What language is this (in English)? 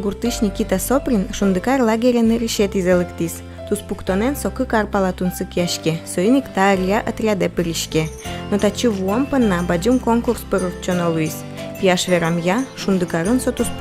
Udmurt